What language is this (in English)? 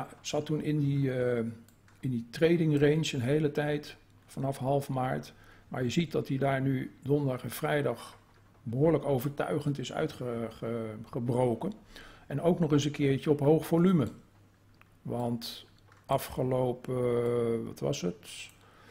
Dutch